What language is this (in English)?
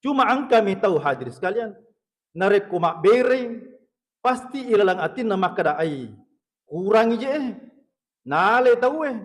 Buginese